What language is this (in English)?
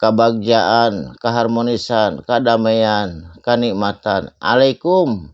Sundanese